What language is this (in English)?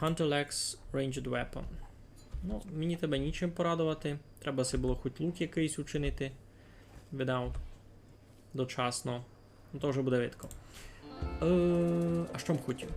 Rusyn